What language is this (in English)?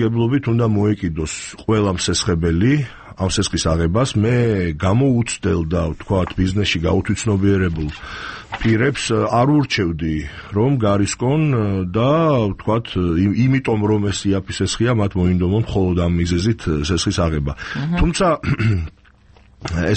Georgian